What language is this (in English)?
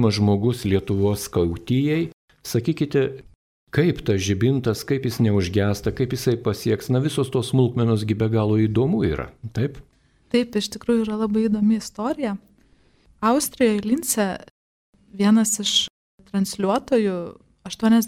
Lithuanian